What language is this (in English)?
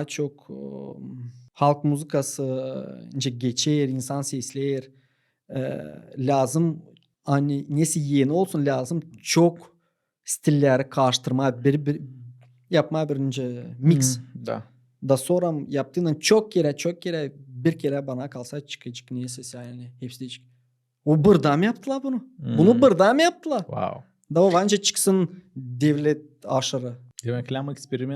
Gagauz